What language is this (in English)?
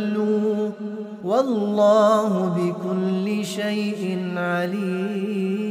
Arabic